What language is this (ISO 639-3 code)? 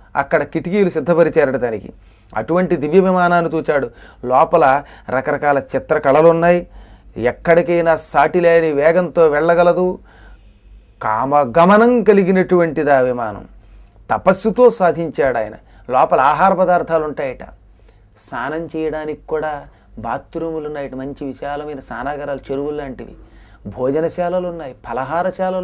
tel